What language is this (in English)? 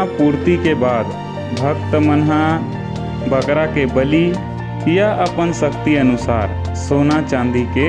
Chhattisgarhi